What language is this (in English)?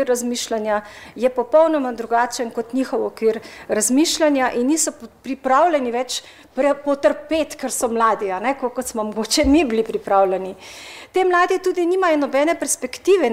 Slovenian